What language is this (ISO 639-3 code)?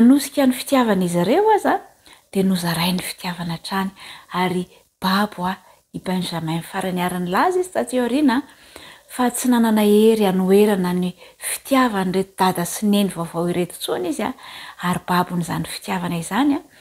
mlg